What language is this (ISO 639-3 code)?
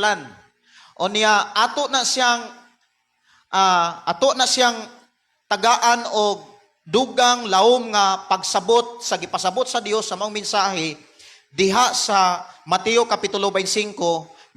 ceb